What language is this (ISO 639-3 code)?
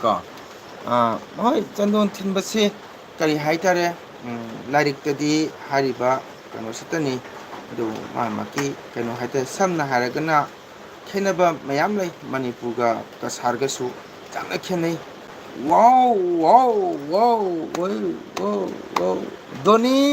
mni